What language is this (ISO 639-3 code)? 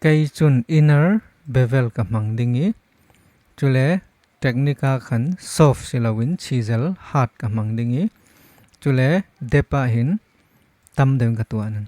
cfm